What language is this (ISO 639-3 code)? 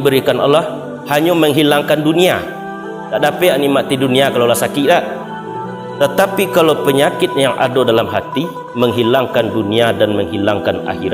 min